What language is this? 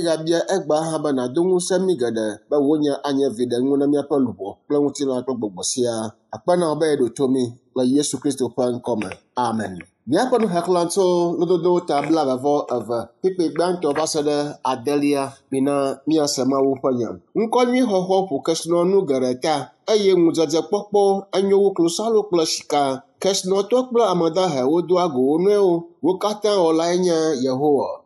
Ewe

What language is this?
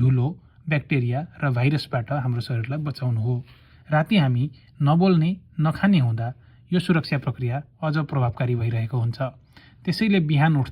Nepali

